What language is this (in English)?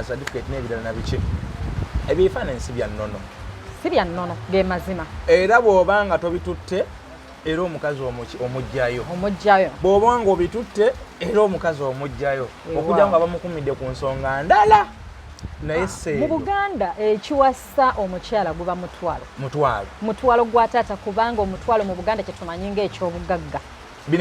Ganda